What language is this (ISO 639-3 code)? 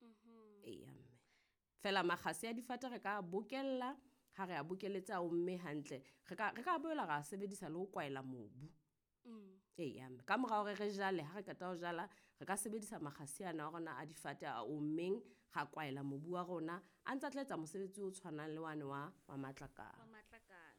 sot